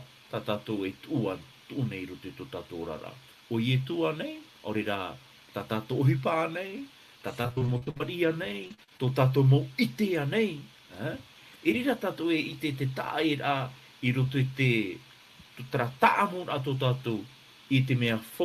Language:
Tahitian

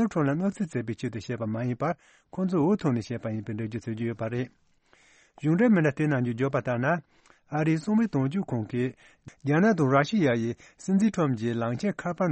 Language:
Tibetan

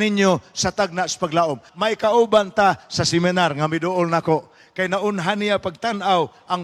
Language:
Cebuano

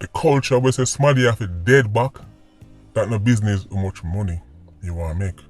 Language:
Jamaican Creole English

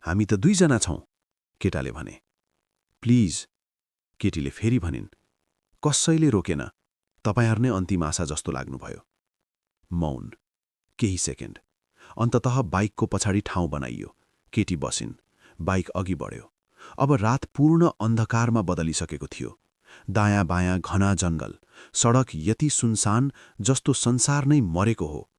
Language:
Nepali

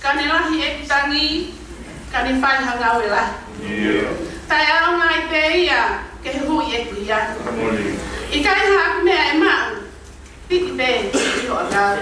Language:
Tongan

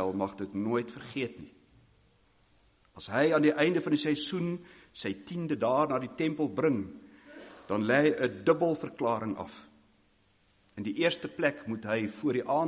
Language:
Afrikaans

